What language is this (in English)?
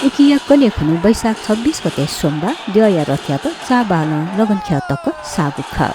Newari